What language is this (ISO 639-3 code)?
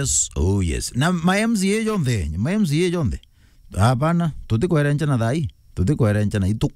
mer